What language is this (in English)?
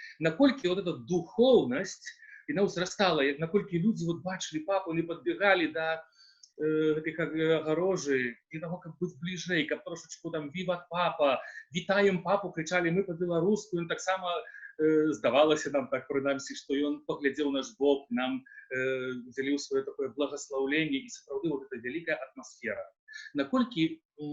Belarusian